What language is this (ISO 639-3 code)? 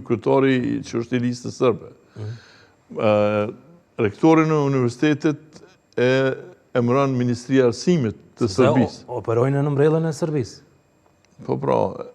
sqi